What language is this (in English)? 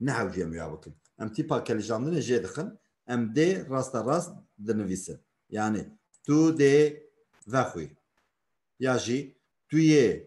Kurdish